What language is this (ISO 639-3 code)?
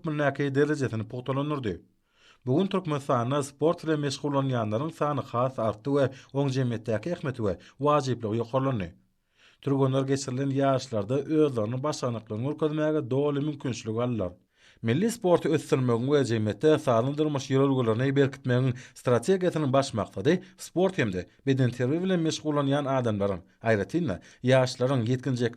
tuk